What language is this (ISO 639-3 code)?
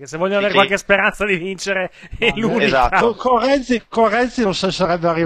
ita